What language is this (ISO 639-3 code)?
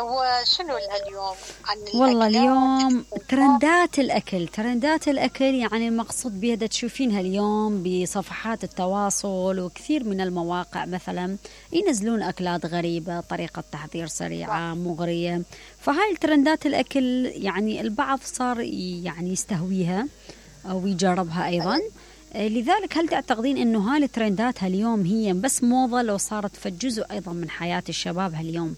acm